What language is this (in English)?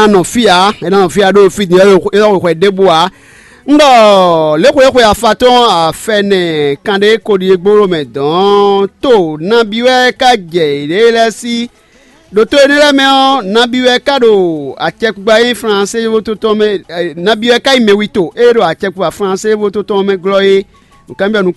Fon